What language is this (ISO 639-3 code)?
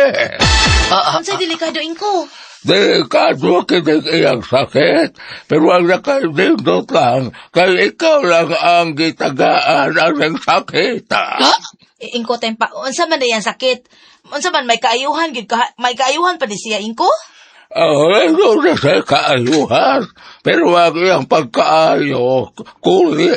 ceb